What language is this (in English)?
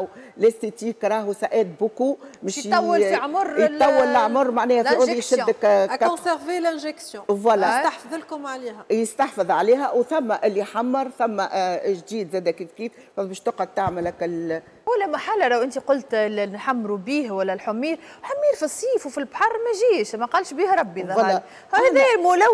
Tunisian Arabic